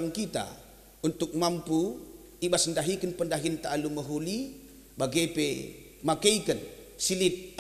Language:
Batak Karo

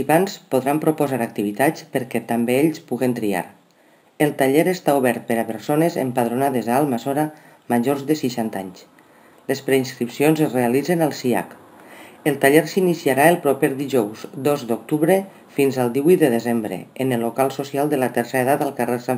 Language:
Catalan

